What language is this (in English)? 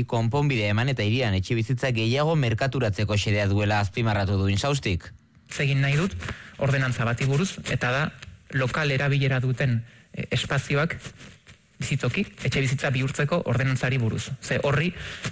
Basque